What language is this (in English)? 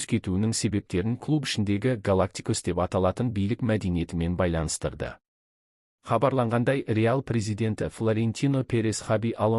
Kazakh